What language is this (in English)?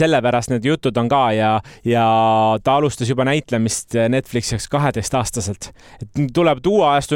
Estonian